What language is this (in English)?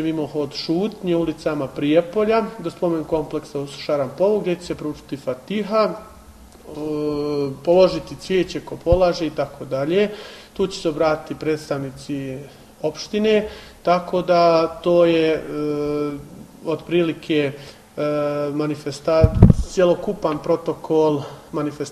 Bosnian